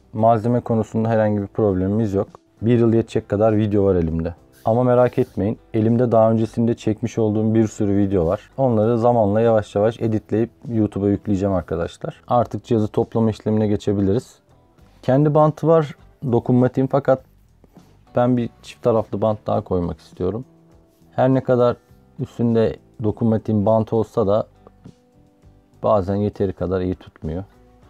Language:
Turkish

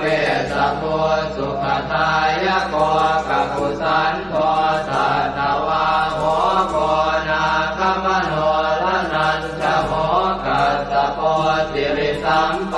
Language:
Pali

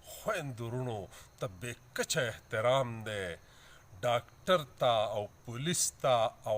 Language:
Pashto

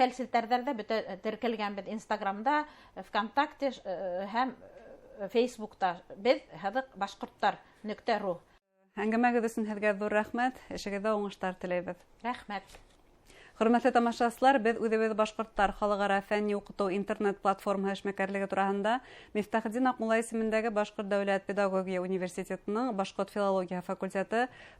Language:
Bashkir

